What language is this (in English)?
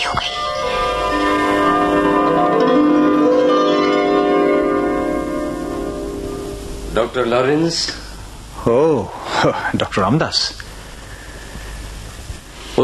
Hindi